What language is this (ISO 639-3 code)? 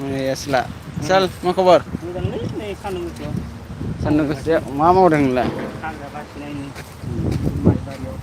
brx